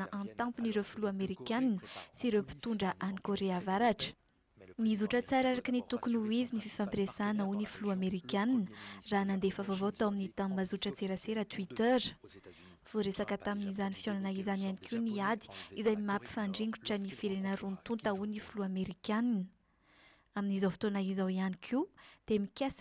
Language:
Malagasy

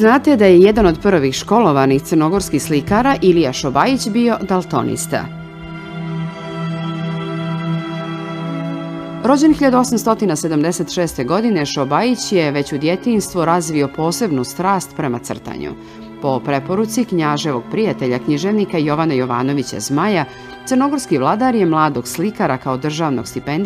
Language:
Serbian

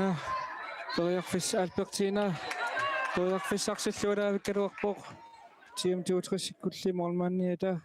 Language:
Kalaallisut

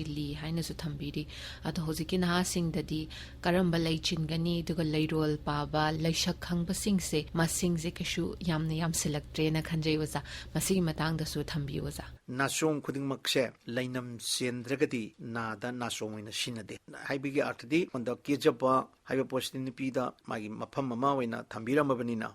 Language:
Manipuri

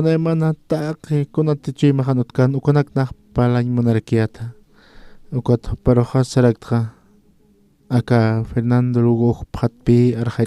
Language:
Aymara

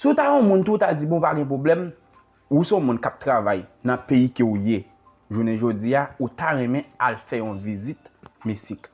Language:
Haitian Creole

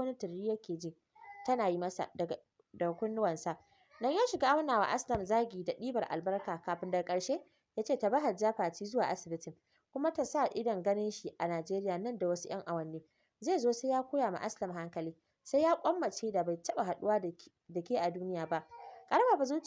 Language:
Hausa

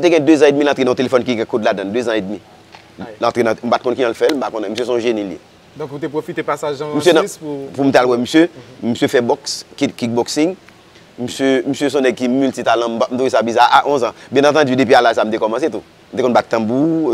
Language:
Haitian Creole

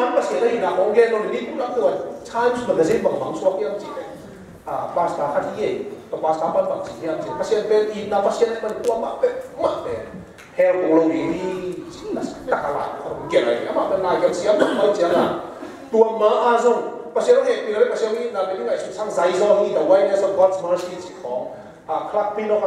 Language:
Tedim Chin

